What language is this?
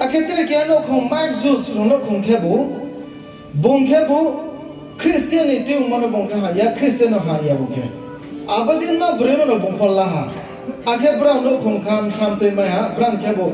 Riang (India)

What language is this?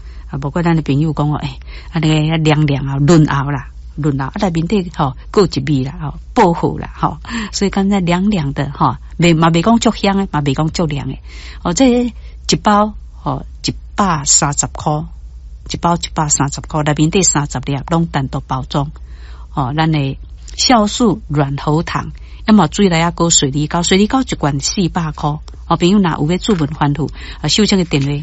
Min Nan Chinese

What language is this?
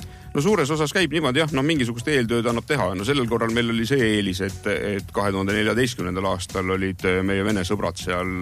Estonian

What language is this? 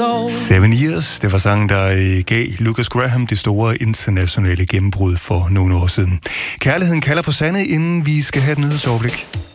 Danish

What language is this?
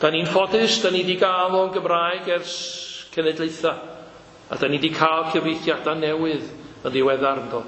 Welsh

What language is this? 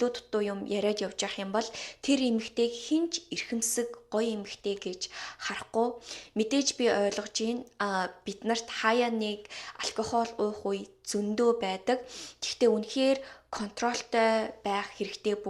Mongolian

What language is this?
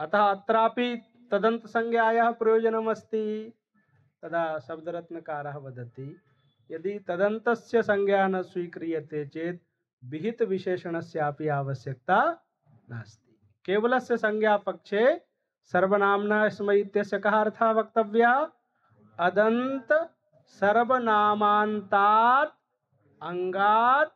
Sanskrit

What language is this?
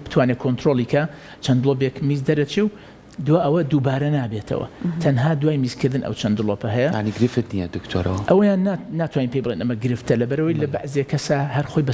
Central Kurdish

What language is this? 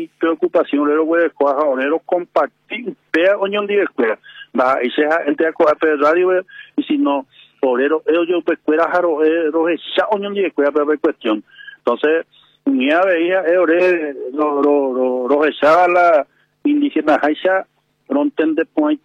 Guarani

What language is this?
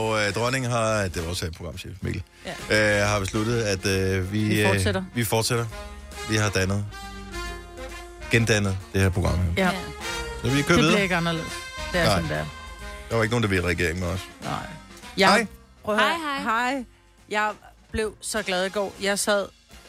Danish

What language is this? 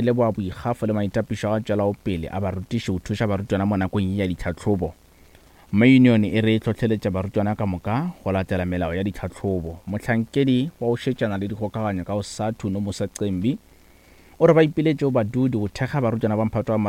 Northern Sotho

